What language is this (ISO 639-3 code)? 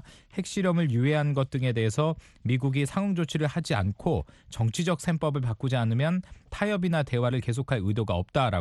kor